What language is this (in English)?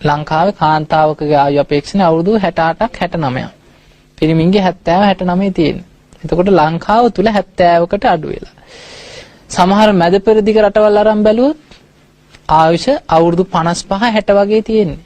Sinhala